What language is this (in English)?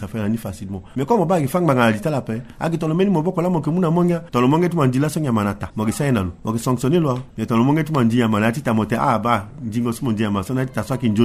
Sango